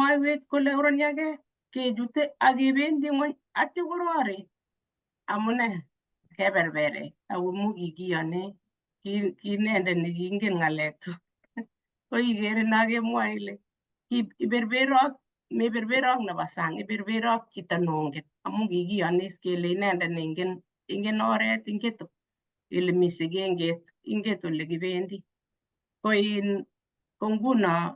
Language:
Kalenjin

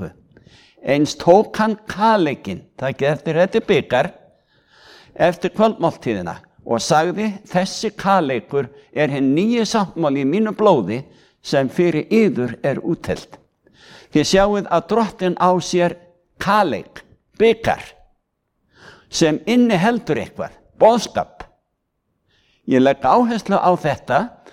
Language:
Icelandic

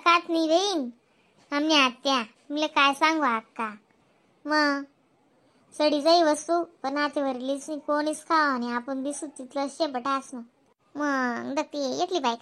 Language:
Khandesi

